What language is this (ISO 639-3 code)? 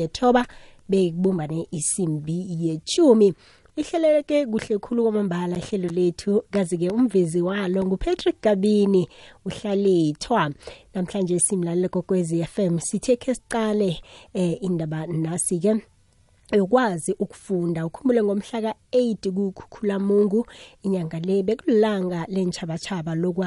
nbl